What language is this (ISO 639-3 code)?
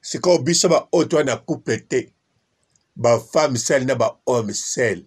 lin